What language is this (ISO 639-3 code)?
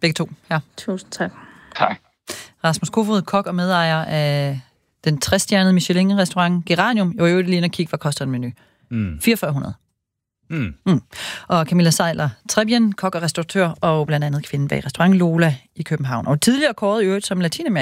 dan